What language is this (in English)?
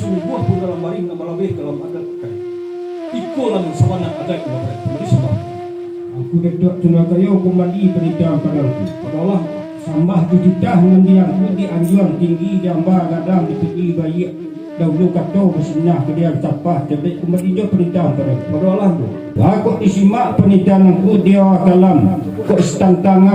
Minangkabau